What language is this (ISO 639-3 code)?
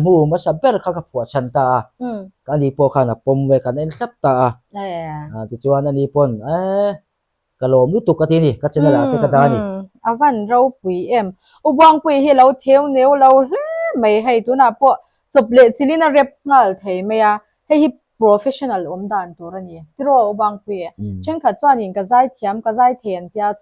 lus